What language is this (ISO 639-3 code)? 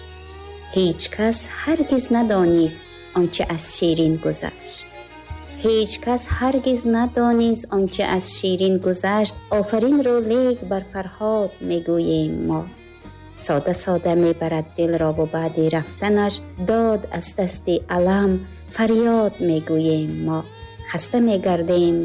tgk